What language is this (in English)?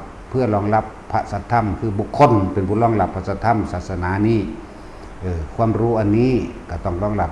Northeastern Thai